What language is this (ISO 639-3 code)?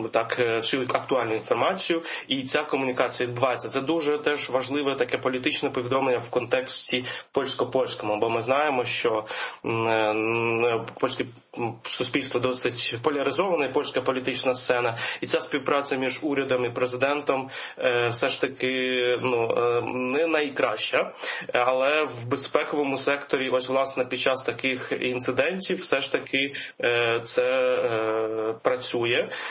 ukr